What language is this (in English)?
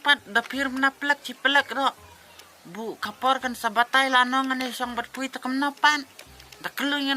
Khasi